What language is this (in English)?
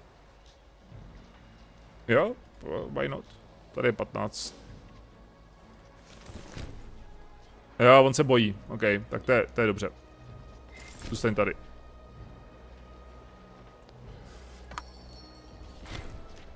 Czech